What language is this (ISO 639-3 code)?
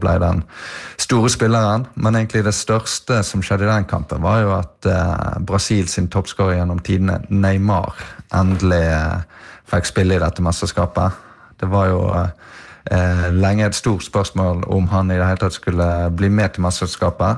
nor